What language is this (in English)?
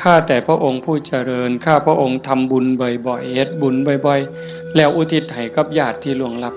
Northeastern Thai